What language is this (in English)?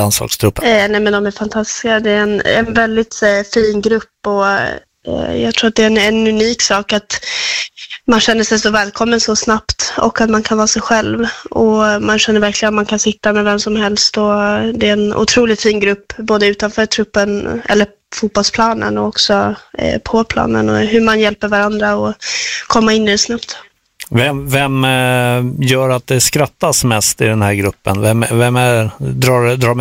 Swedish